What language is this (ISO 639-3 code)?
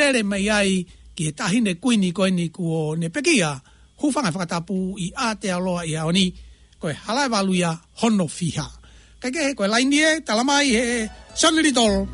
ton